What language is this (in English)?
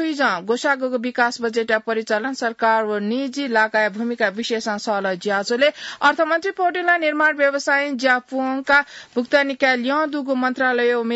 Newari